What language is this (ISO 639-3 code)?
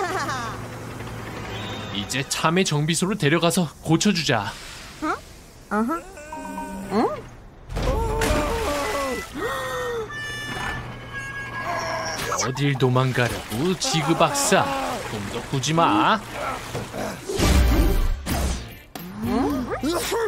kor